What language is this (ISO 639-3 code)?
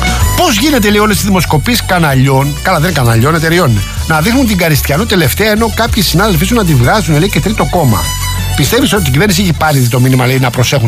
ell